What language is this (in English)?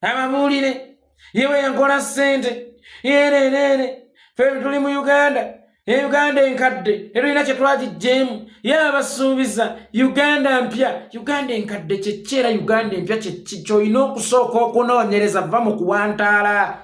Ganda